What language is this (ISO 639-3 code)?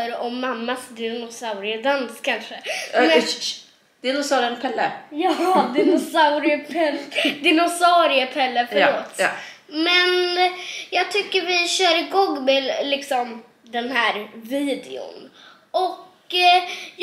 swe